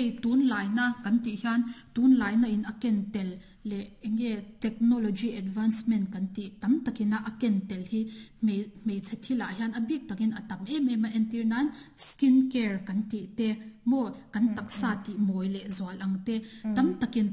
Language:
Mizo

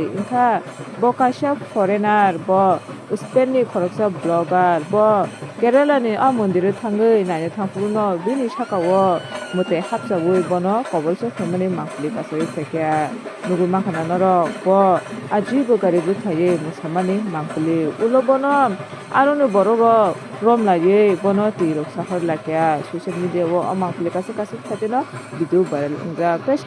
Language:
Kok Borok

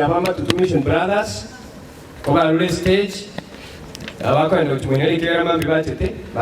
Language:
Gusii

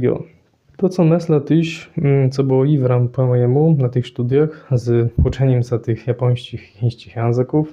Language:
Kashubian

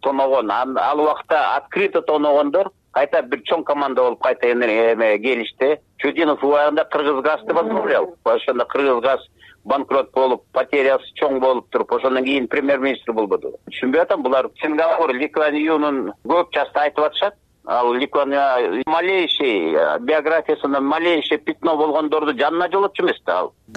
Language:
Kyrgyz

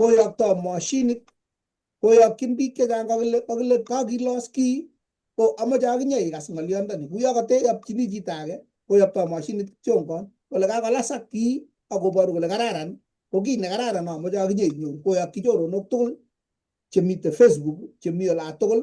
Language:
Kalenjin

